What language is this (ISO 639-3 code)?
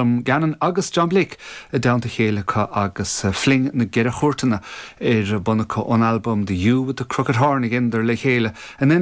gle